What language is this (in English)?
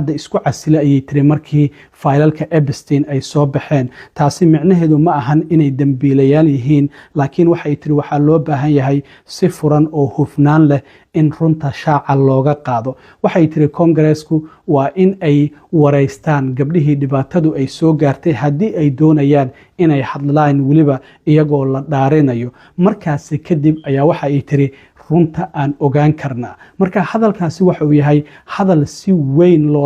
Somali